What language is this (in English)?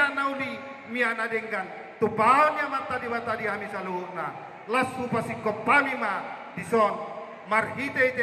Batak Toba